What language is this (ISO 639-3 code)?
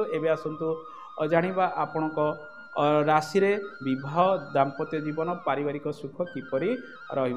ori